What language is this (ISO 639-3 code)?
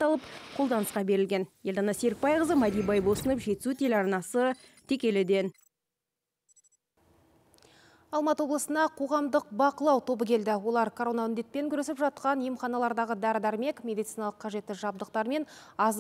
kaz